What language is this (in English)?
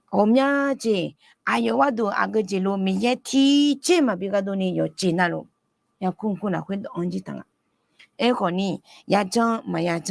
Akha